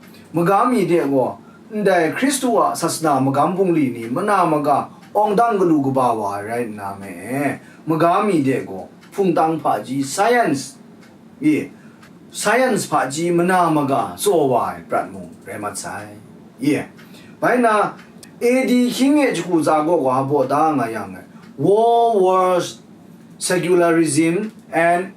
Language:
Kachin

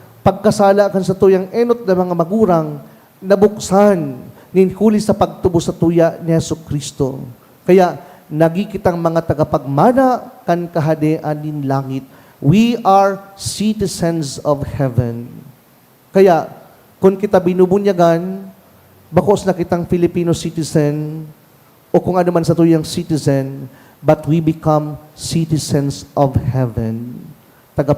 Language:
Bikol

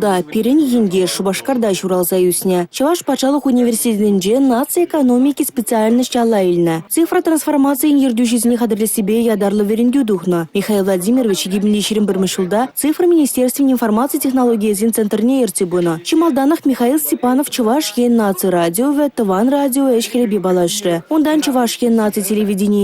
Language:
Chuvash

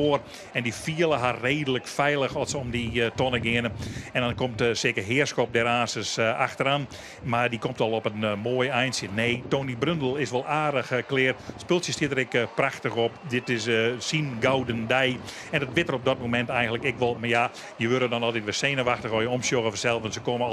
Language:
Western Frisian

